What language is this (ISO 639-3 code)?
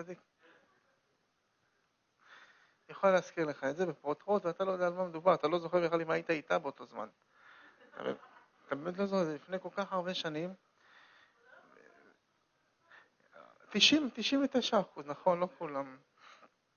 heb